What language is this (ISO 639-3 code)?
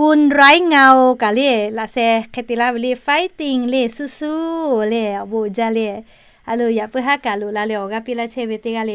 lhu